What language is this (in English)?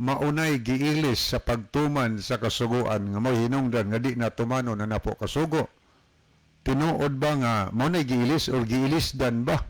Cebuano